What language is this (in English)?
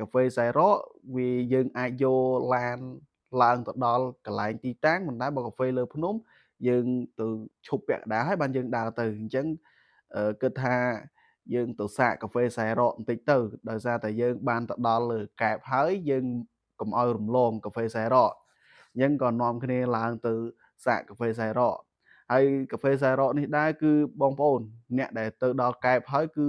Khmer